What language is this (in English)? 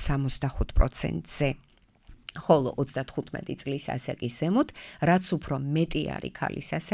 Georgian